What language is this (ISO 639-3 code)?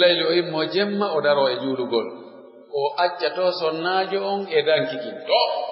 fuf